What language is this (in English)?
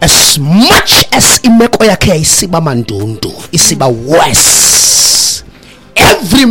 Xhosa